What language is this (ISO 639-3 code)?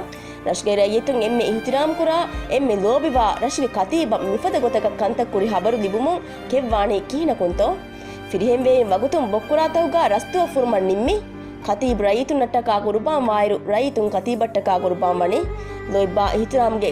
div